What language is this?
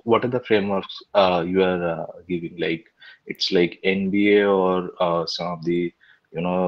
English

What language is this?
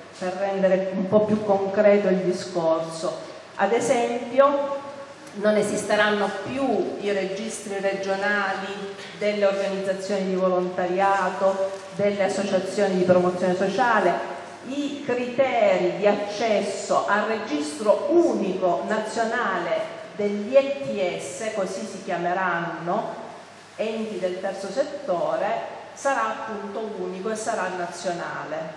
Italian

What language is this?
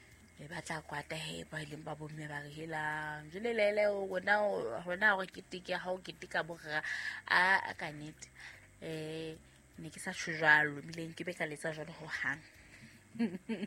Southern Sotho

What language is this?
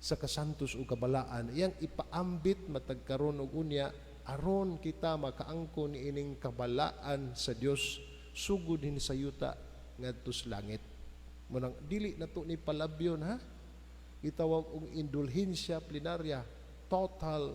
Cebuano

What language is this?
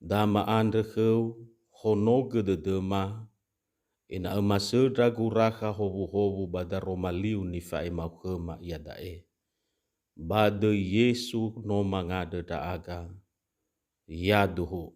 Nias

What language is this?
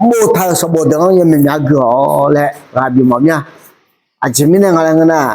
Akha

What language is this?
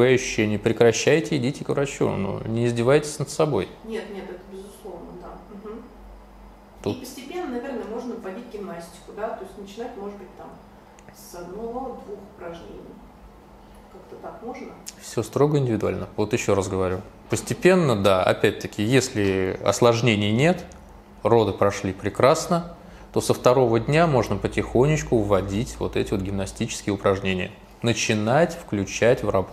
Russian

